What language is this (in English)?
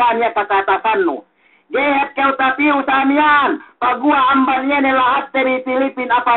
Yakan